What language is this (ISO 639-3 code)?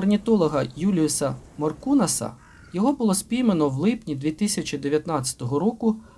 ukr